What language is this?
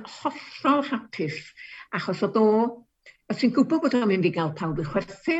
Welsh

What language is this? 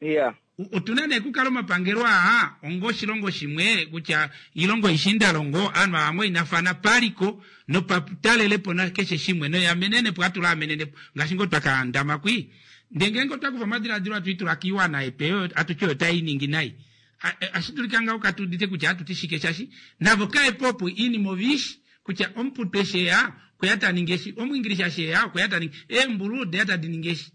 Kuanyama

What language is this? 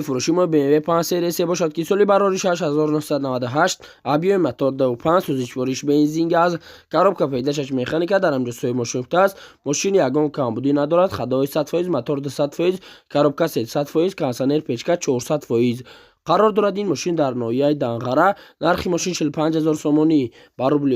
Tajik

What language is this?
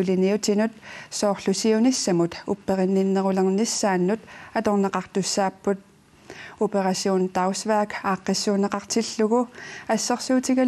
Kalaallisut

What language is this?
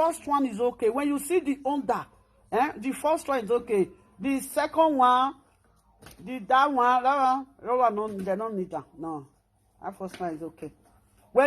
Nigerian Pidgin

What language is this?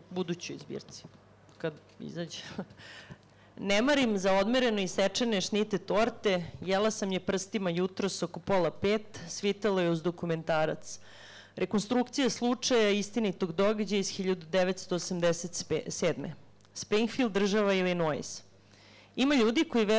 Serbian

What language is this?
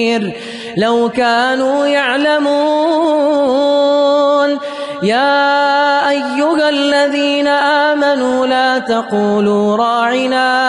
Arabic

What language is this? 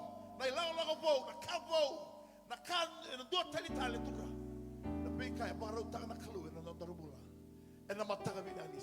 Fijian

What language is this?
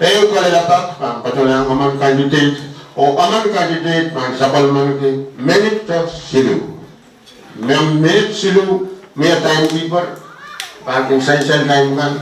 Pohnpeian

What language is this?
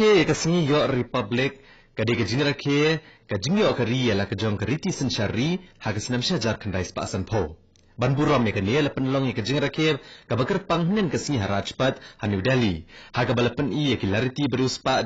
Khasi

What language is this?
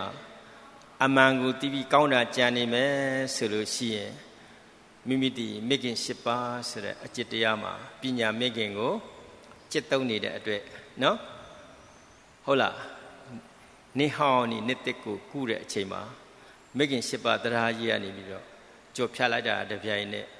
Burmese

